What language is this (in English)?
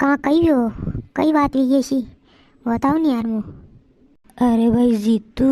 Rajasthani